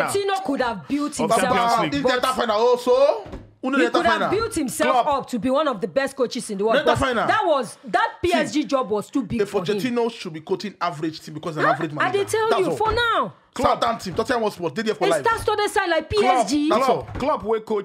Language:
Nigerian Pidgin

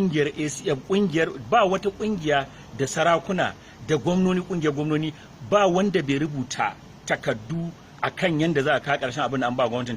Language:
Hausa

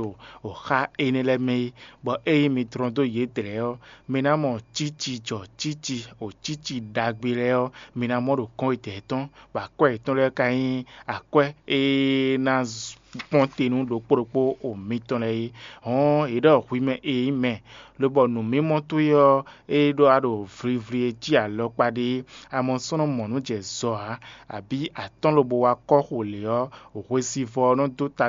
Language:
Fon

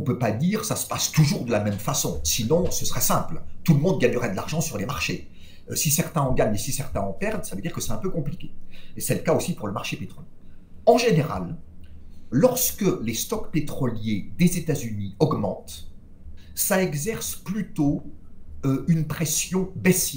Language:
French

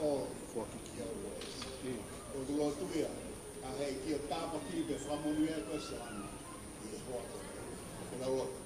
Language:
Tongan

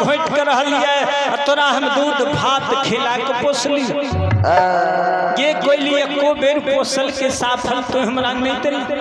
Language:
Maithili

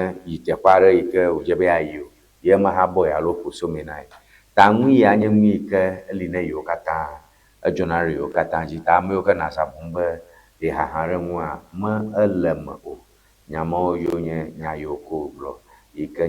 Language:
Ewe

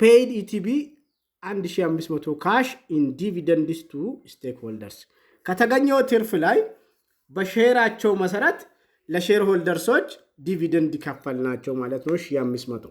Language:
Amharic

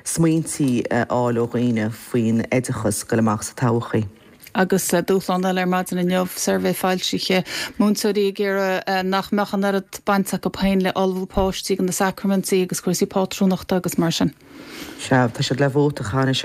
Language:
Irish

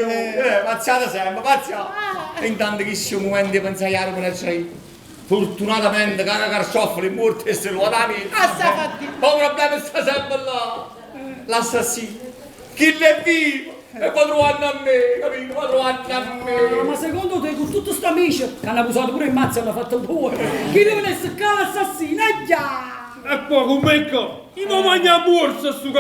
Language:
Neapolitan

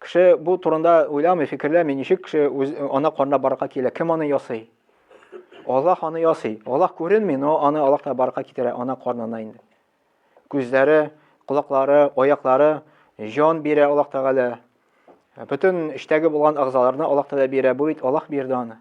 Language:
Tatar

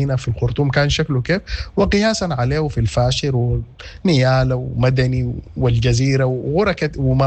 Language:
Sudanese Arabic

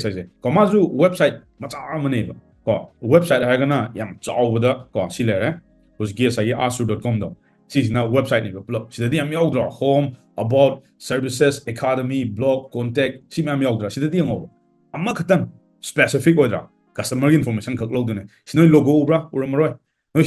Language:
Manipuri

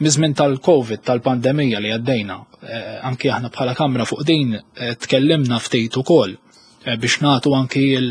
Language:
Maltese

